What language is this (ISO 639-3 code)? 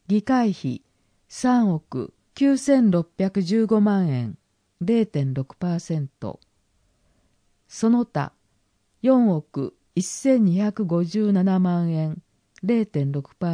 jpn